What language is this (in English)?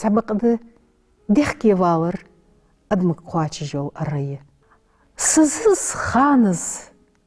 Ingush